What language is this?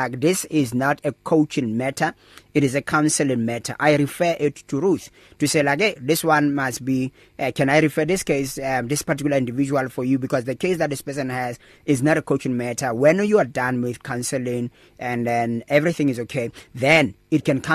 English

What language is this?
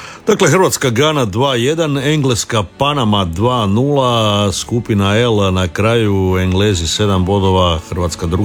Croatian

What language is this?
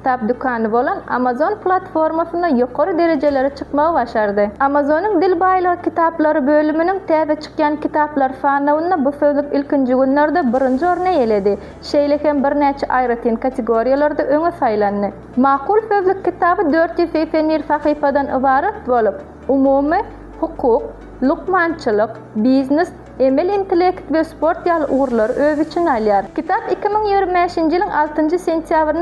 Turkmen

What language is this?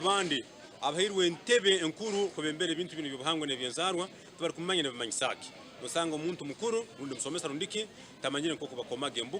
Nyankole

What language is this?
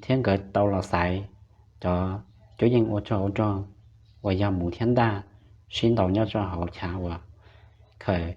Hmong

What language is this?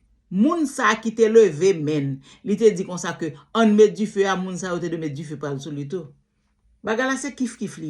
Haitian Creole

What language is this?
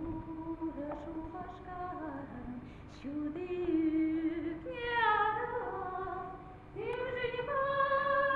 Chuvash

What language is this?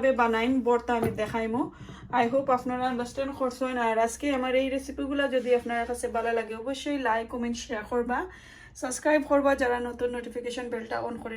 Sylheti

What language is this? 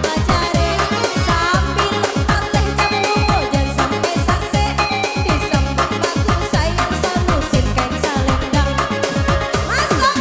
Minangkabau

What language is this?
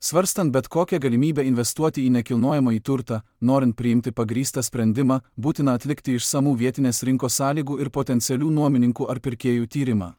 Lithuanian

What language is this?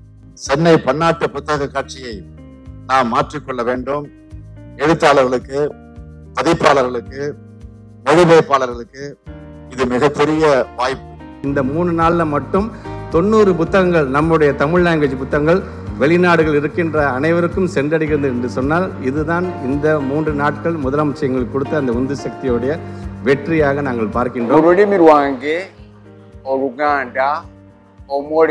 Tamil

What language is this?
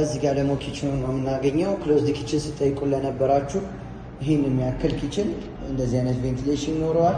Amharic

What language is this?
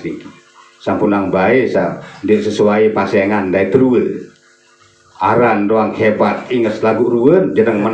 Sasak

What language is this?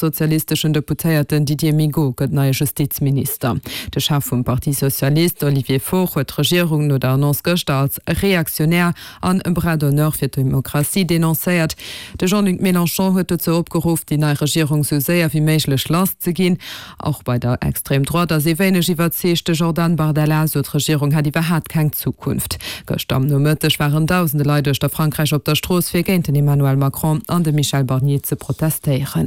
Luxembourgish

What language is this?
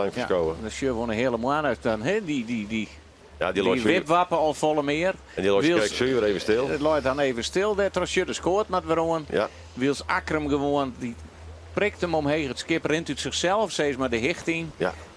Western Frisian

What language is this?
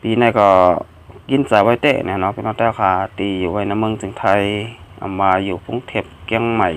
Shan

